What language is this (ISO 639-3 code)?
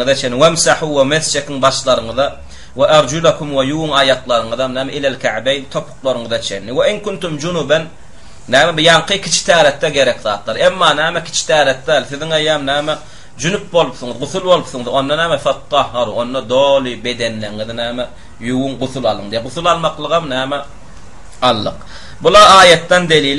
tuk